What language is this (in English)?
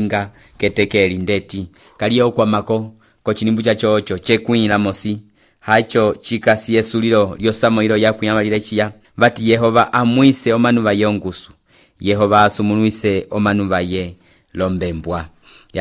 Umbundu